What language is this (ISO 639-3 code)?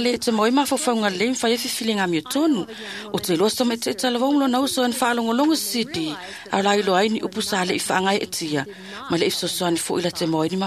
smo